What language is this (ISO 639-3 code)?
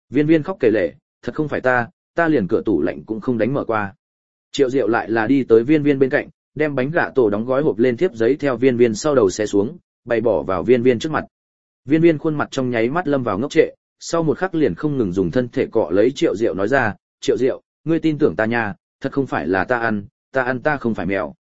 vie